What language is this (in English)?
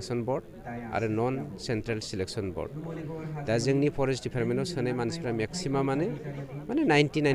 Bodo